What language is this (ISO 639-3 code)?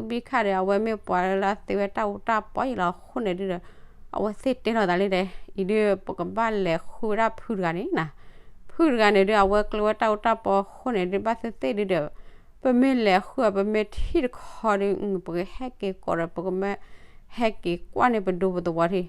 ksw